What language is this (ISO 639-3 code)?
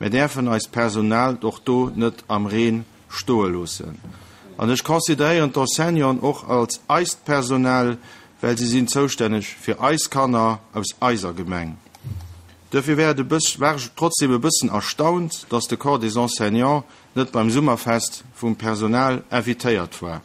ltz